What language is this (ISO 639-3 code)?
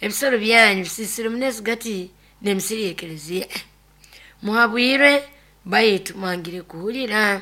nyo